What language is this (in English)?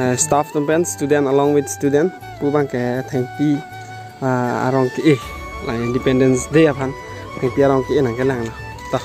Karbi